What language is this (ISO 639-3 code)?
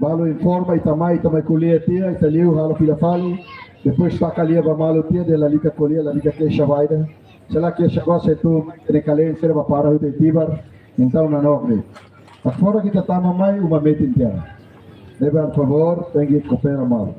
tet